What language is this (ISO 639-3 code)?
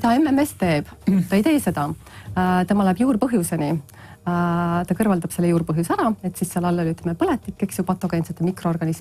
est